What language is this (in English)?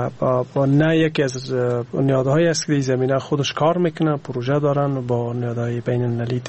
Persian